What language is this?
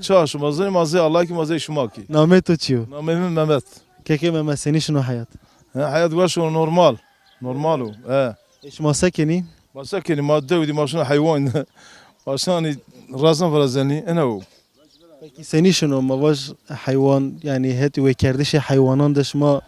Kurdish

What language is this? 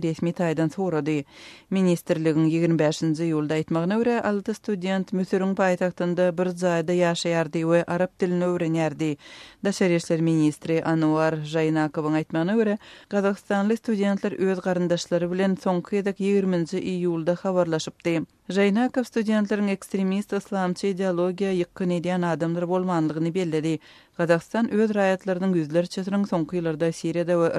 Turkmen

